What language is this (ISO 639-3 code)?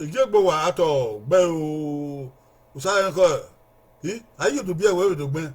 bin